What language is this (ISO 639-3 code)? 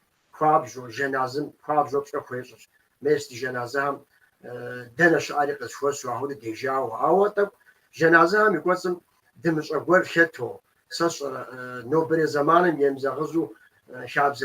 kbd